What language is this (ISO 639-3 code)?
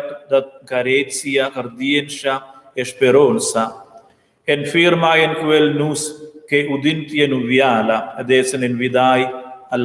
roh